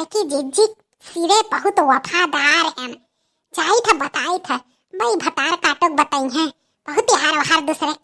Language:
Awadhi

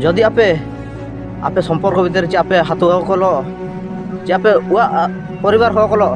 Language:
Ho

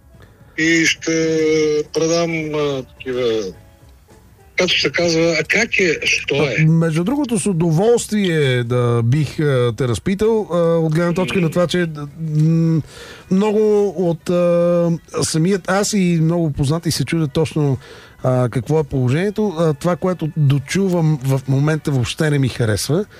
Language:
Bulgarian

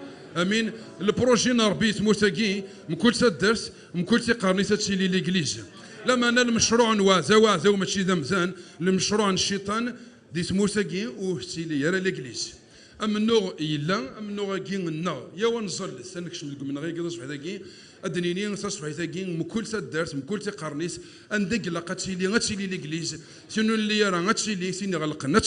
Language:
Kabyle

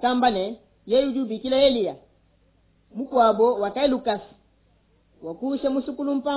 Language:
Luba-Lulua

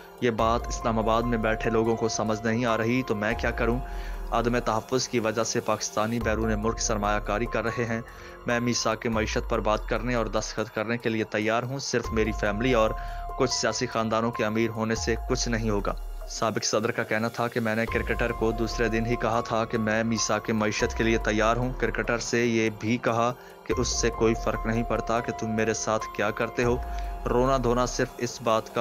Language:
Urdu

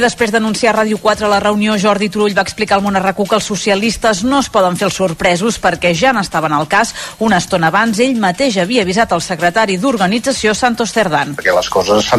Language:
Catalan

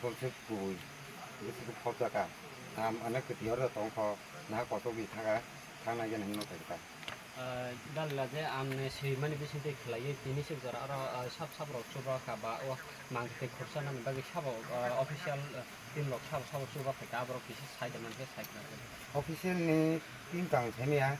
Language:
Kok Borok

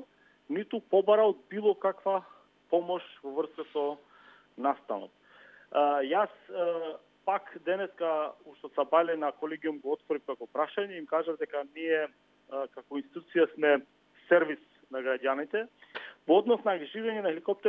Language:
Macedonian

